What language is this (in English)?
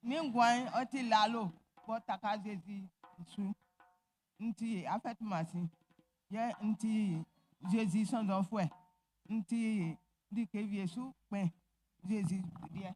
Baoulé